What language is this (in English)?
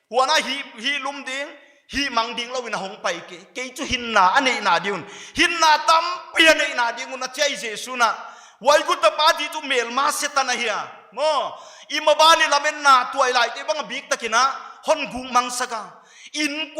Paite Chin